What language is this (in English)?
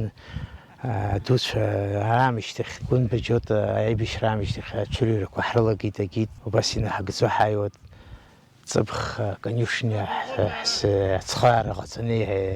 Abkhazian